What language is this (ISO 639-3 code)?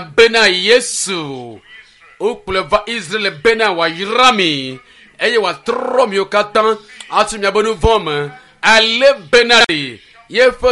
ewe